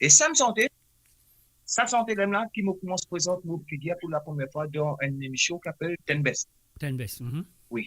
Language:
Morisyen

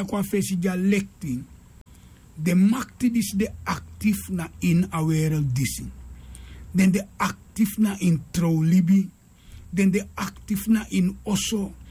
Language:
Sranan Tongo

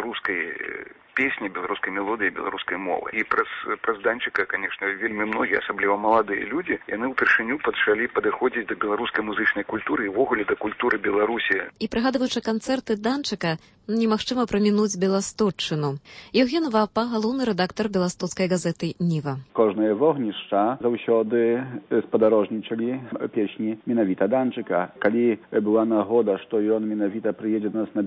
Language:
Belarusian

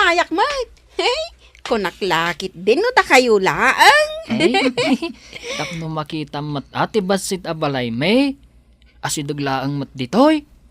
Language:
Iloko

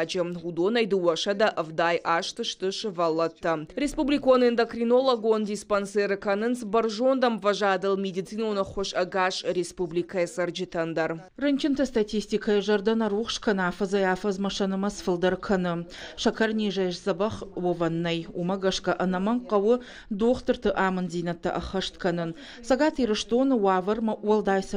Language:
Ossetic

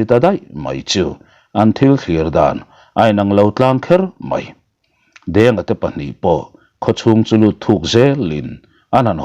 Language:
Mizo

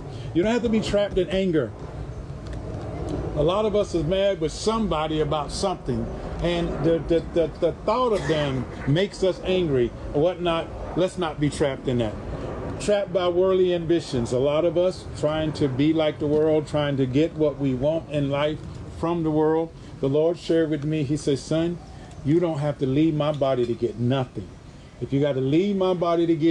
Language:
English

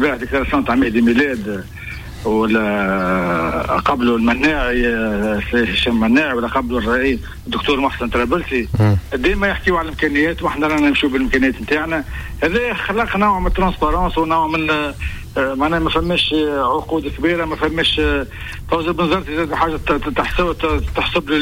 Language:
Tunisian Arabic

